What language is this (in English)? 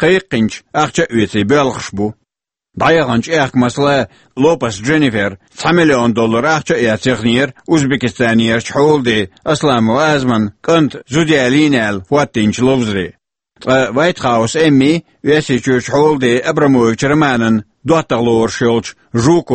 Chechen